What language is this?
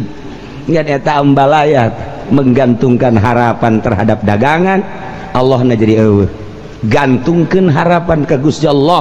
Sundanese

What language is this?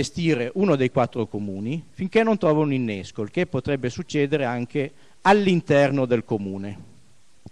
Italian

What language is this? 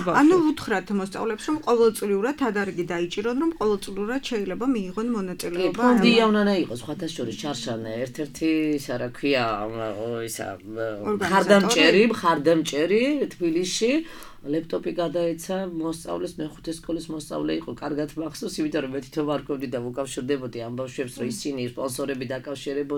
Georgian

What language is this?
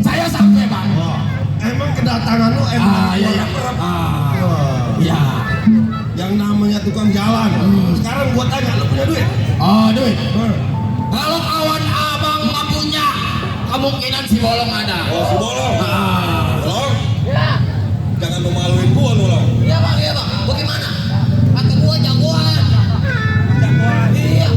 Betawi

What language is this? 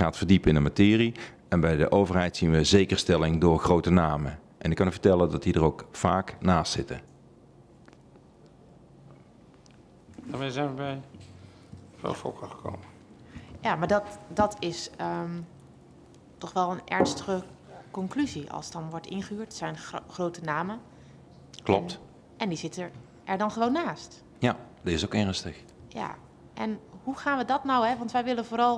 Dutch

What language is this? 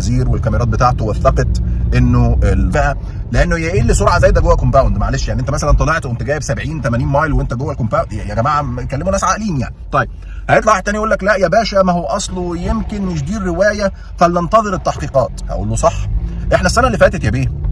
Egyptian Arabic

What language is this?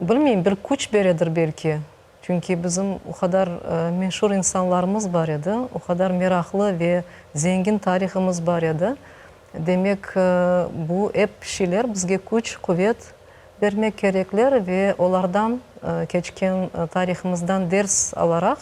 Crimean Tatar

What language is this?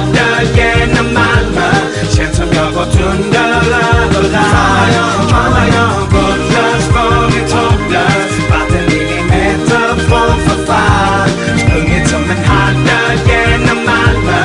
Swedish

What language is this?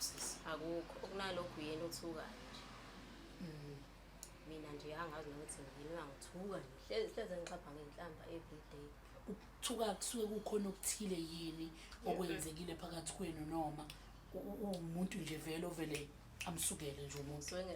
Zulu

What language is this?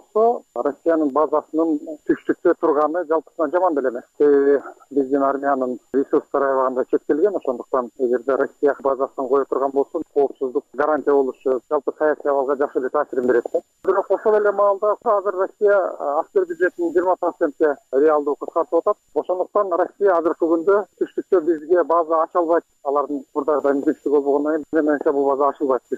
Kyrgyz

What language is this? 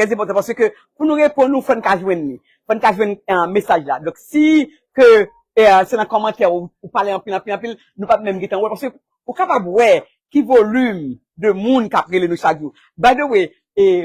Haitian Creole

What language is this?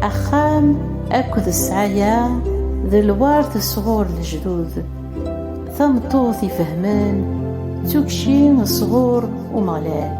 Kabyle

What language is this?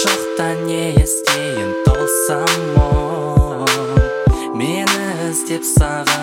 Kazakh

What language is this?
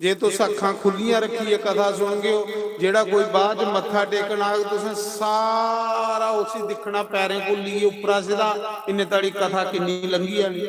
Dogri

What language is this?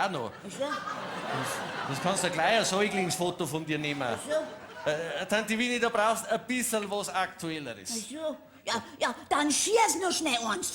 Bavarian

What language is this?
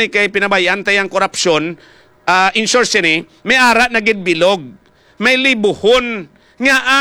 Hiligaynon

